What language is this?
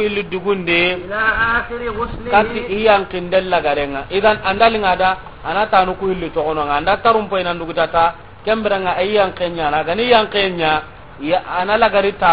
Soninke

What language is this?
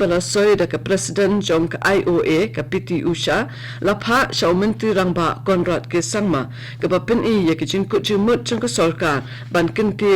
Khasi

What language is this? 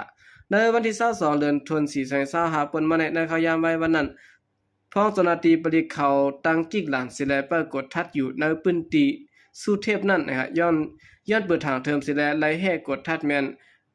Shan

